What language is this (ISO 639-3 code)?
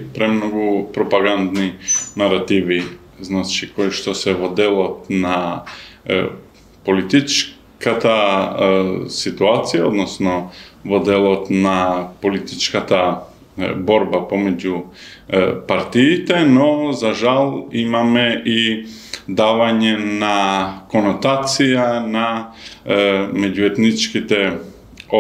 mkd